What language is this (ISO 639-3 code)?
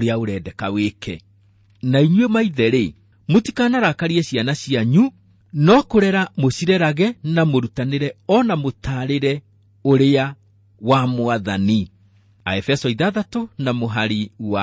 kik